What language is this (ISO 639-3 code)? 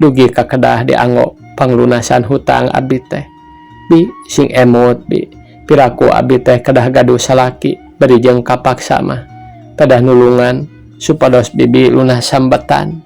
sun